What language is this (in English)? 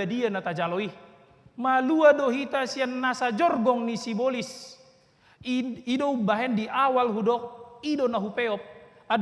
Batak Toba